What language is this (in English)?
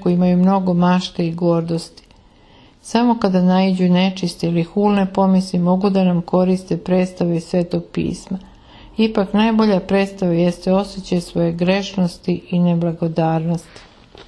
Serbian